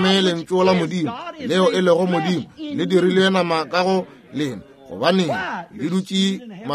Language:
Northern Sotho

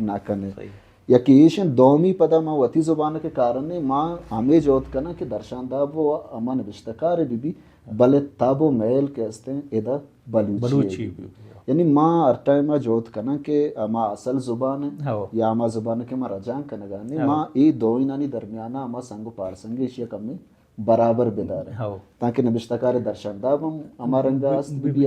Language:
Baluchi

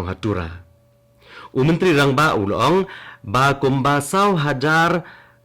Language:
Khasi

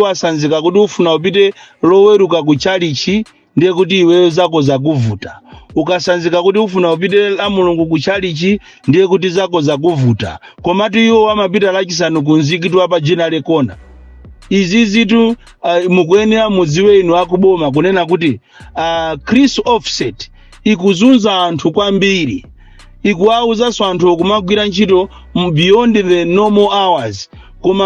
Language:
Nyanja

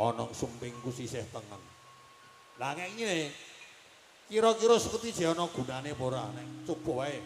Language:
Javanese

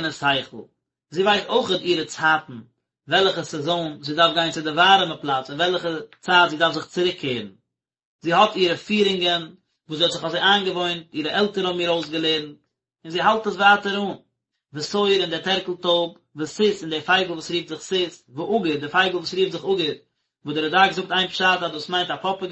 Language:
Yiddish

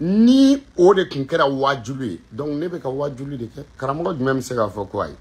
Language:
Bambara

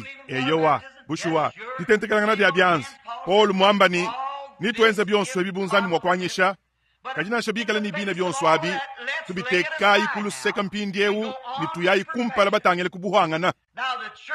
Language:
Luba-Lulua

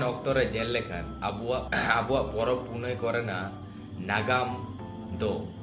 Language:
Santali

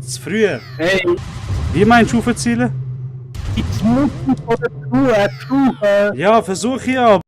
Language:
Swiss German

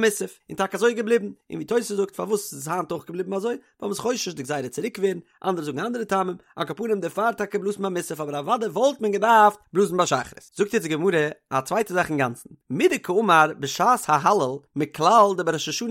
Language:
Yiddish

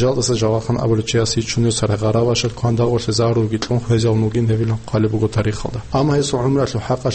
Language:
Avaric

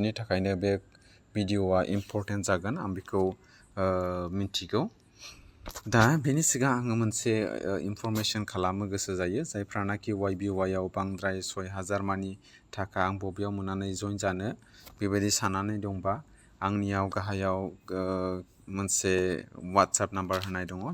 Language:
Bodo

